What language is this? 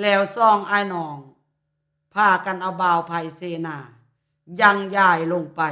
Lao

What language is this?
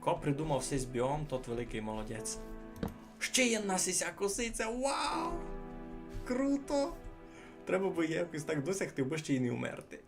Rusyn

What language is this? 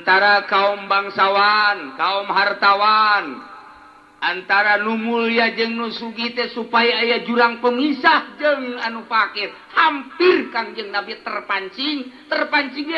Sundanese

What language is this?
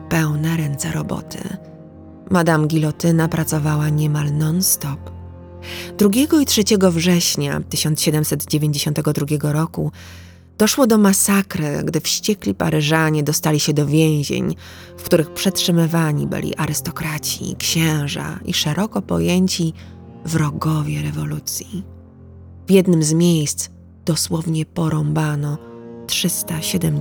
Polish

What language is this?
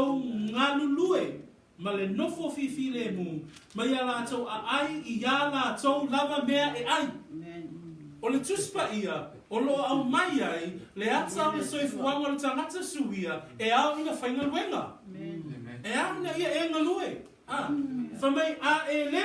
Samoan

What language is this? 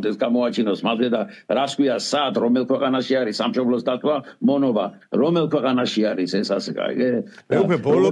Georgian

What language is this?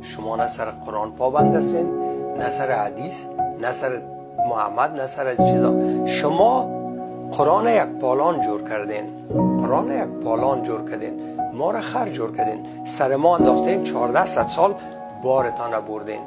Persian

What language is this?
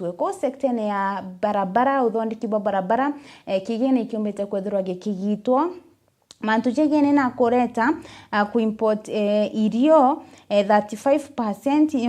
Meru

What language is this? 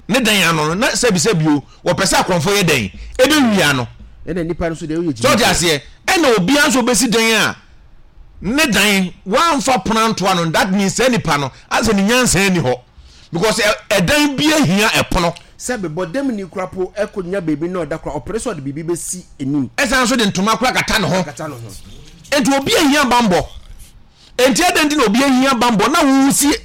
Akan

